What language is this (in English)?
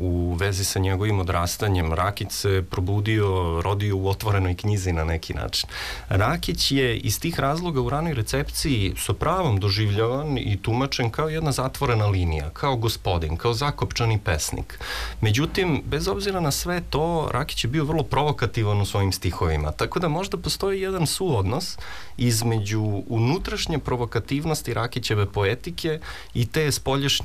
Serbian